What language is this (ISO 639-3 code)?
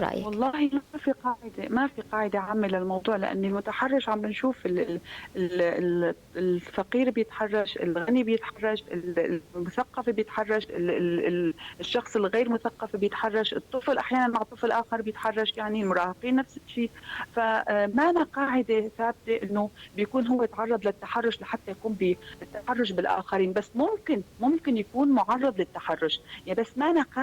apc